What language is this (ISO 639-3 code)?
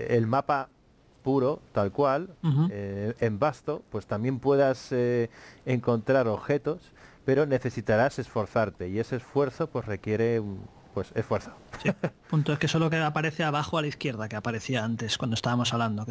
spa